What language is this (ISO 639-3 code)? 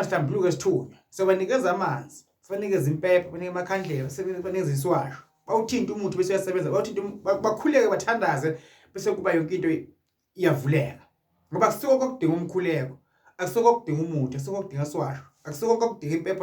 zul